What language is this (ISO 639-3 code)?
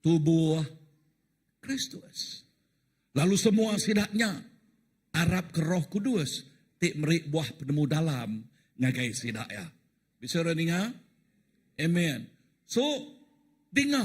iba